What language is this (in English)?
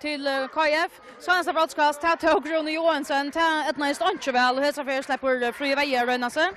Faroese